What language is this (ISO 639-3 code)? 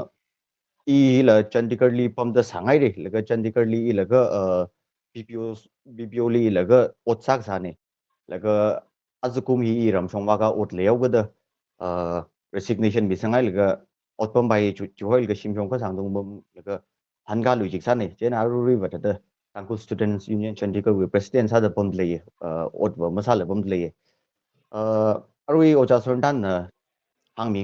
nmf